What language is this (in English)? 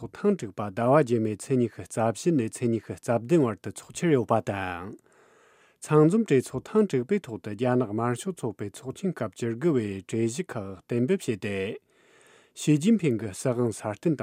Tibetan